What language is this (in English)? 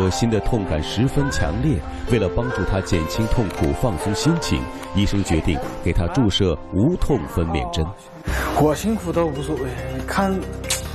Chinese